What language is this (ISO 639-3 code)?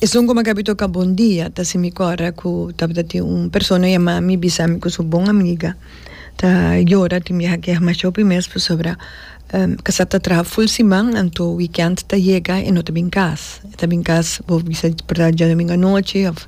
pap